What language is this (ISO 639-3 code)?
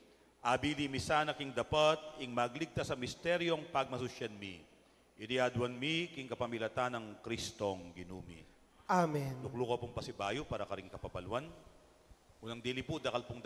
pam